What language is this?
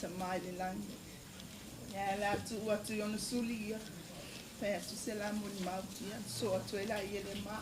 Samoan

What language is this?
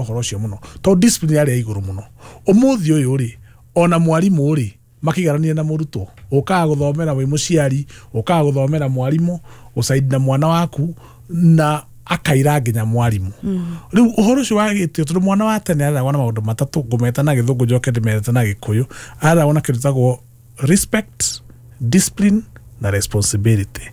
Kikuyu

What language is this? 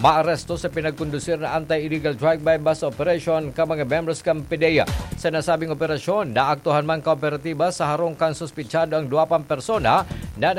Bikol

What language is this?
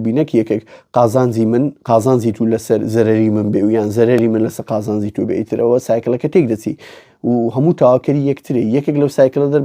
Central Kurdish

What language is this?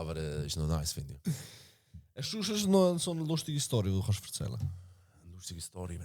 Swiss German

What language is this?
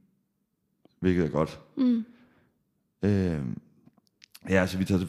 Danish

